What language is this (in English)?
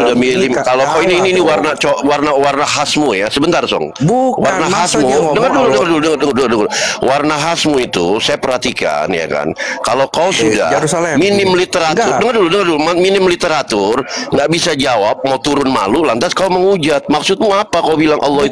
Indonesian